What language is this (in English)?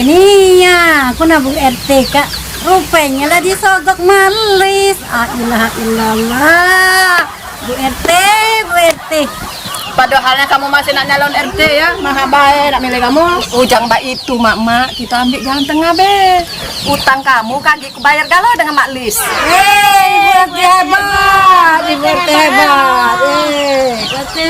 Musi